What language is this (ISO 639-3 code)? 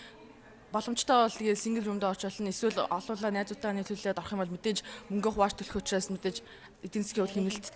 mon